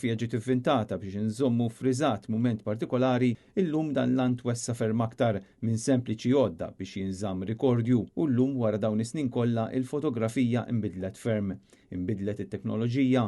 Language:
Maltese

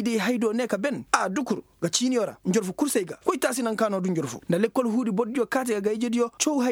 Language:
Koyraboro Senni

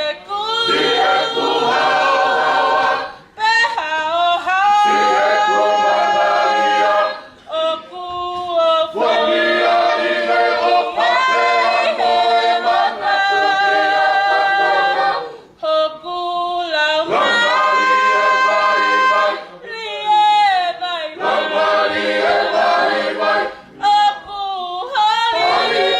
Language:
Tongan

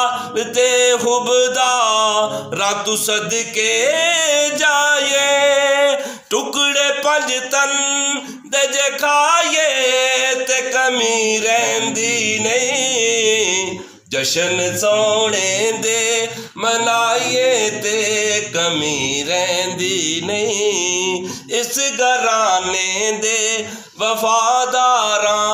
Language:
Punjabi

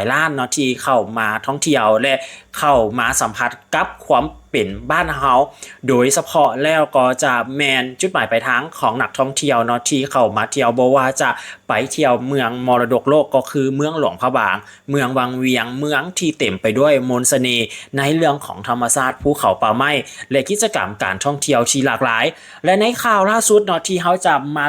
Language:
Lao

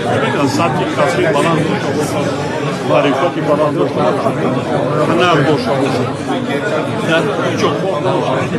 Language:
Tajik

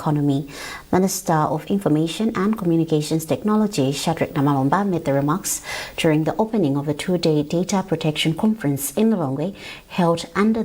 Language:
English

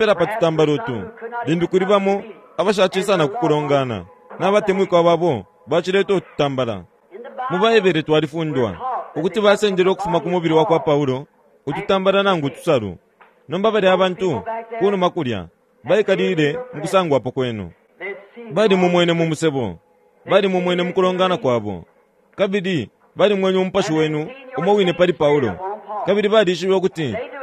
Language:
Bemba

